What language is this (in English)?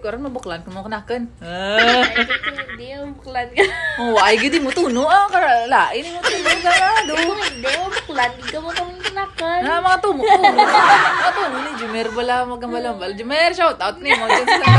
Hiligaynon